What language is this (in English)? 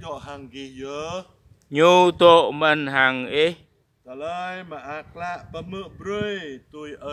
Jarai